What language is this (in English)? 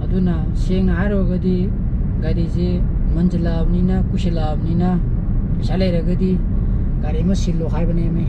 Manipuri